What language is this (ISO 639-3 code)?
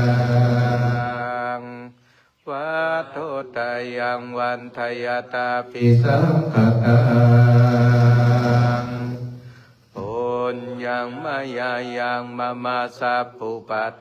pli